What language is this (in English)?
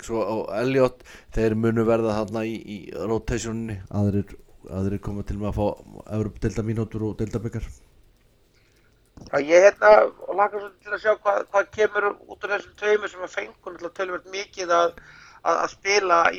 Icelandic